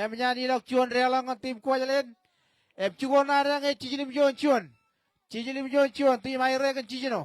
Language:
Marshallese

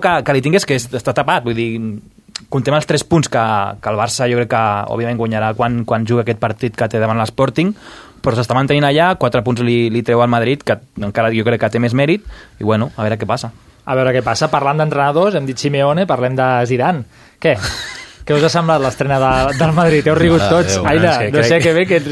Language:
Catalan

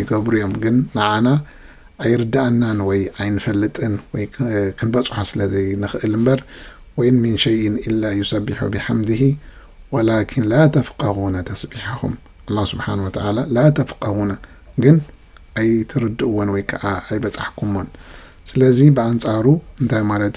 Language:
Tigrinya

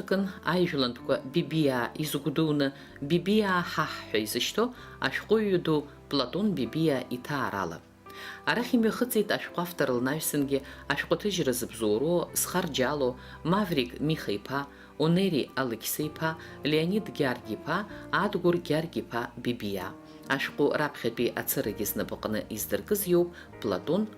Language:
Abkhazian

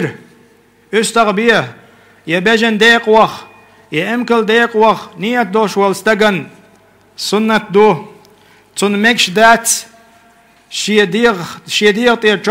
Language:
Chechen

